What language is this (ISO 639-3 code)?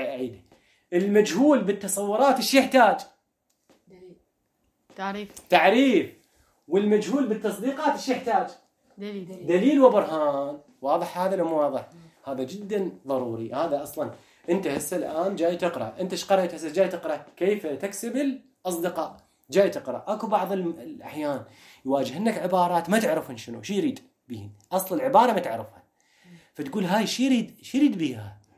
acm